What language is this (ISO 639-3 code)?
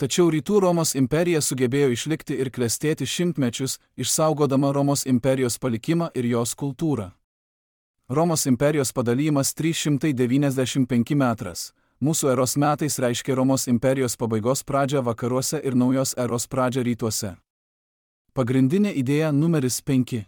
lit